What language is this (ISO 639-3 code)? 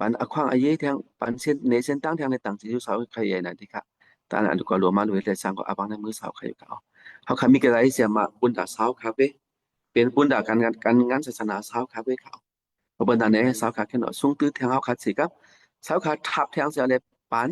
shn